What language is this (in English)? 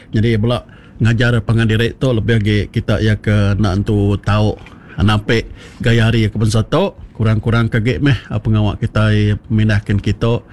Iban